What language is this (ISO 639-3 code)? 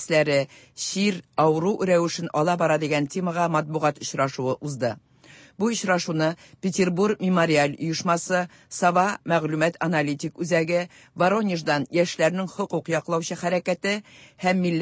tat